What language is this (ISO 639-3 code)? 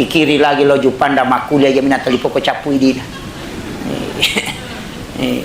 bug